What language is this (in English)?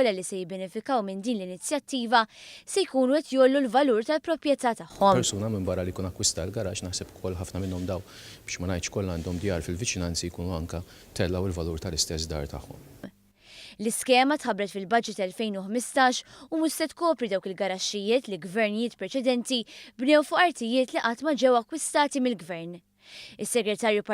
Maltese